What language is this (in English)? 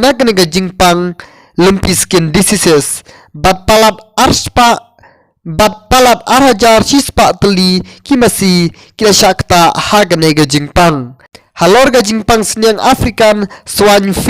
Khasi